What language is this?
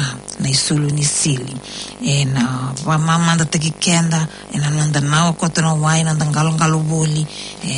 Fijian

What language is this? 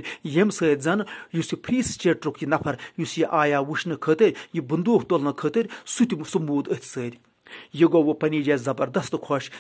Kashmiri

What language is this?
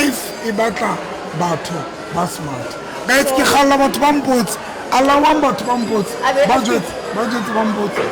Southern Sotho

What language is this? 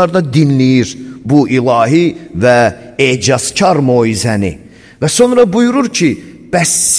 Azerbaijani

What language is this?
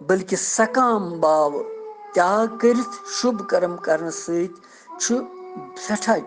Kashmiri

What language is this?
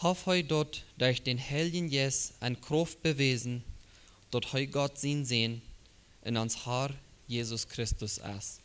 Plautdietsch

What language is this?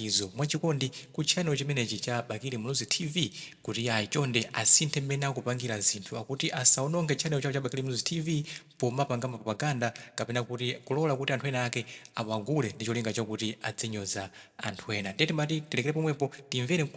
Nyanja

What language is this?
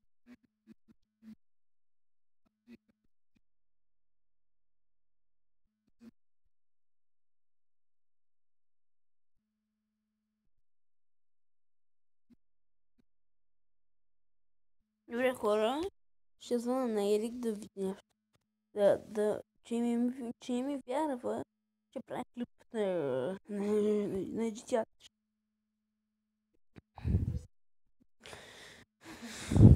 Bulgarian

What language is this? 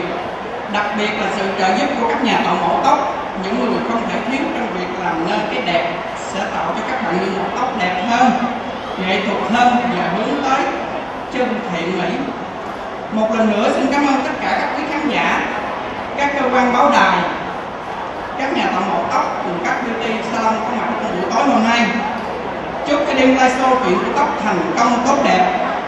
Vietnamese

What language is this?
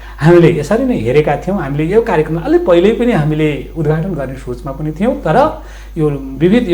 Nepali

